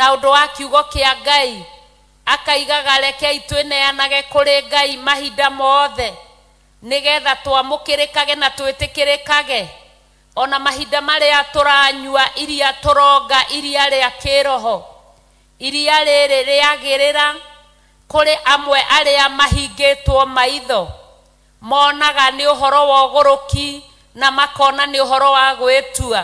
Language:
Kikuyu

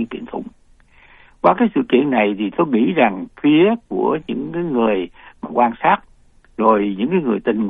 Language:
Vietnamese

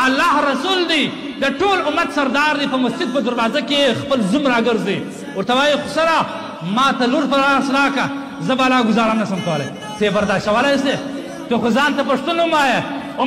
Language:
Pashto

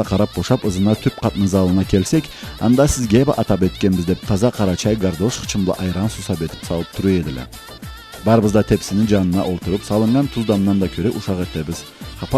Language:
Karachay-Balkar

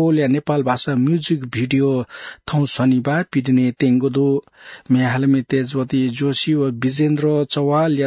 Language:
Newari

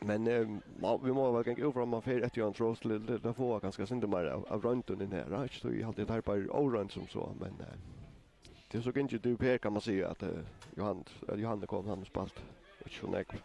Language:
Faroese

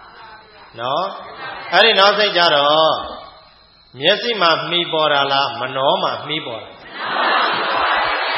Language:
Burmese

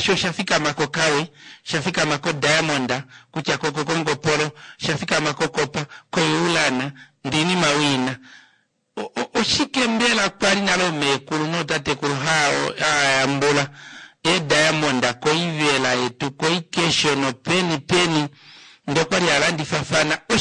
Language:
Kuanyama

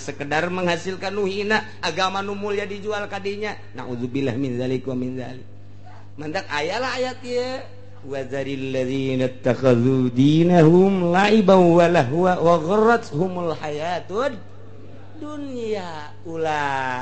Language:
Sundanese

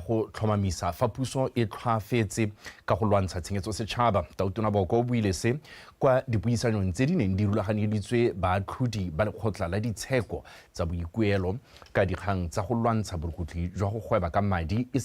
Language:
Tswana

